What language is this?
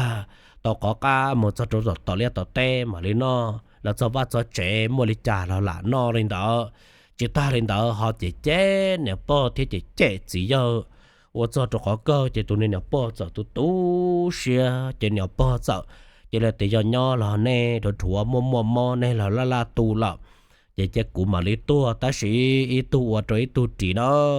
Hmong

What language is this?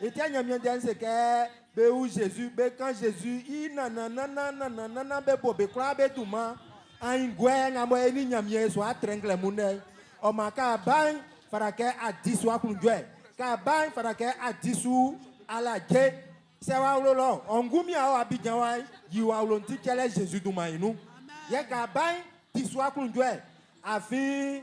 Baoulé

